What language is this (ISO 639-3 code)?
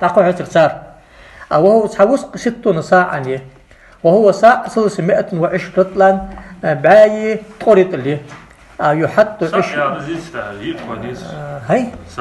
inh